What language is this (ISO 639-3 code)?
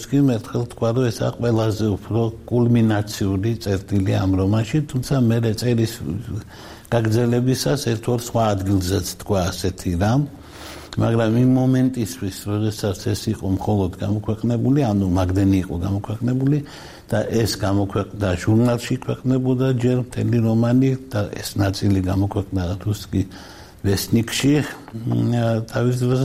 kat